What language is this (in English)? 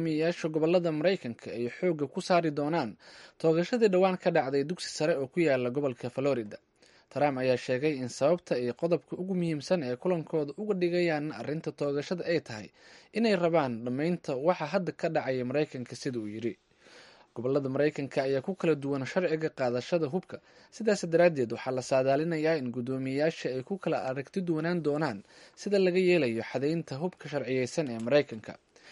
Somali